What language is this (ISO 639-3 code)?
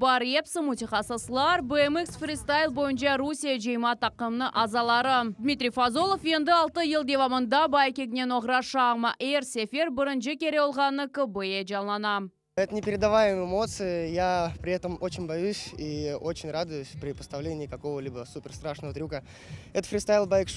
crh